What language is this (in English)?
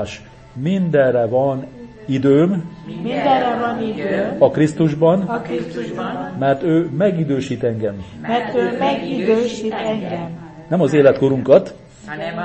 Hungarian